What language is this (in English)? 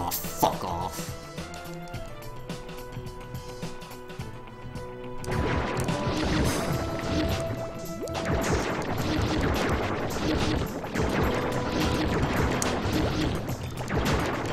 English